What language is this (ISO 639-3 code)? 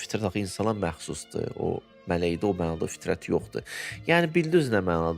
aze